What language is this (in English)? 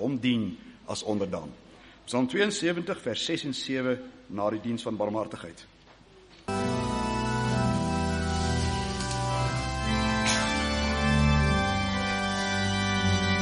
Afrikaans